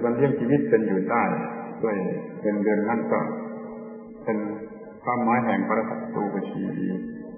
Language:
Thai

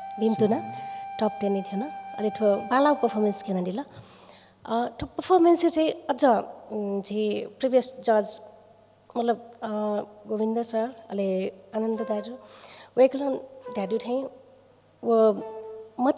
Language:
Newari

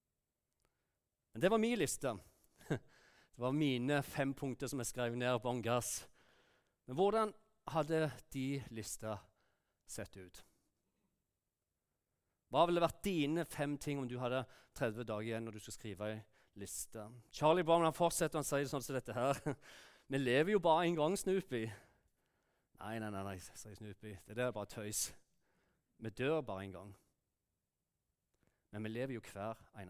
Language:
Norwegian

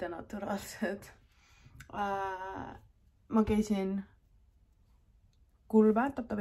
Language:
Estonian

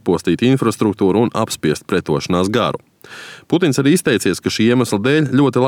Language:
Latvian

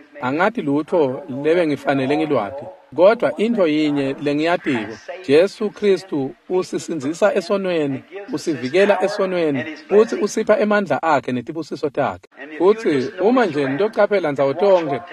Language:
Swati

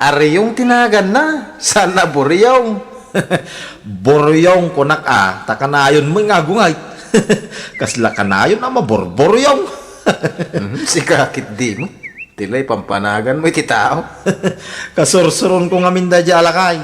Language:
Iloko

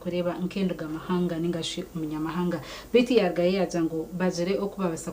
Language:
Nyankole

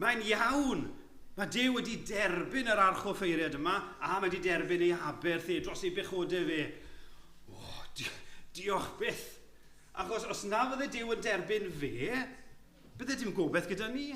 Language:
Welsh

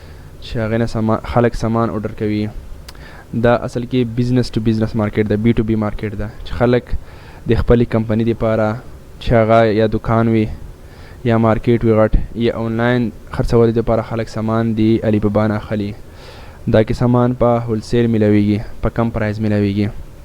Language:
Pashto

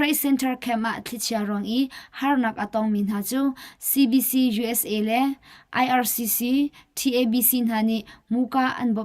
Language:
Hakha Chin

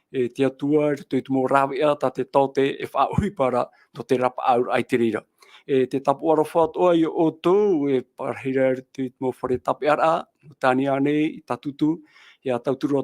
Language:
Tahitian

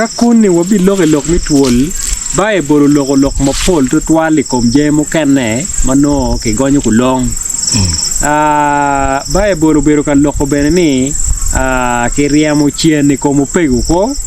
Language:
Acoli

